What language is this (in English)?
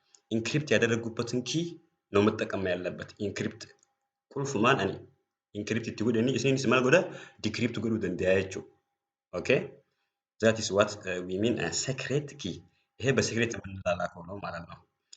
English